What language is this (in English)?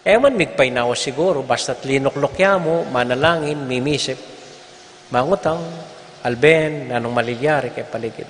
Pampanga